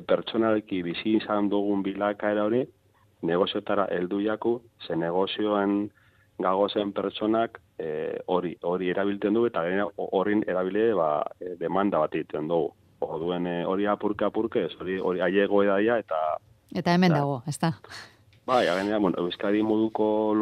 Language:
Basque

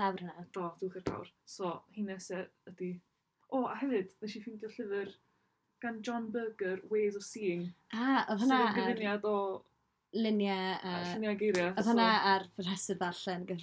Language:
Welsh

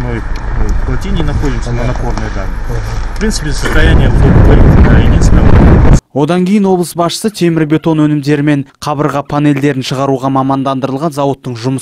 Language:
Kazakh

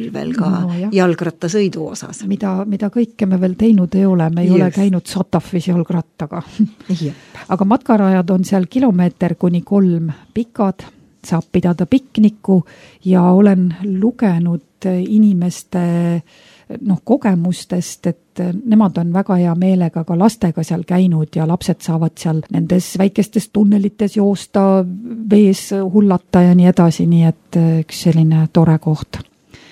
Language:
Estonian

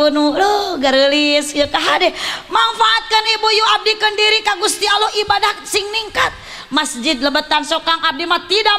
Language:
Sundanese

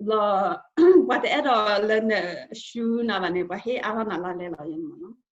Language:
S'gaw Karen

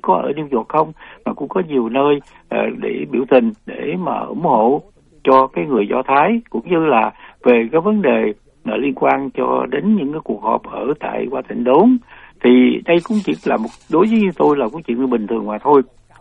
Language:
Vietnamese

